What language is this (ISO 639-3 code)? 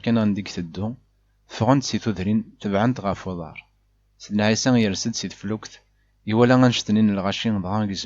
kab